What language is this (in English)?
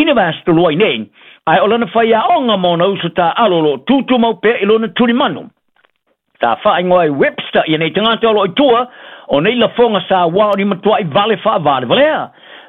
Samoan